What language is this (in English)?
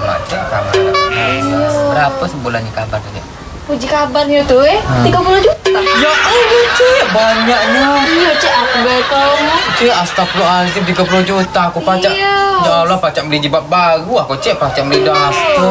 Musi